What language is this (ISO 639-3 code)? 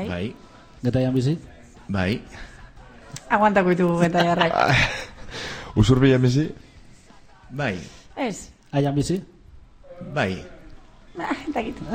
eus